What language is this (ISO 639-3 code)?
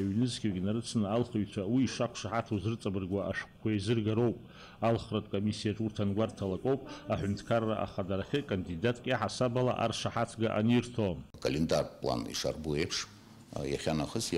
abk